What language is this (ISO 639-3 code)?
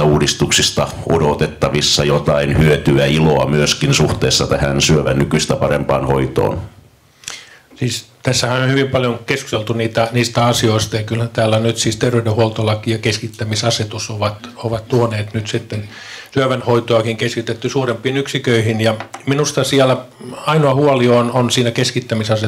fin